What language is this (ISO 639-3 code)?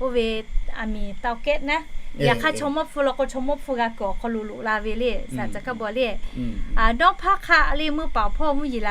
lhu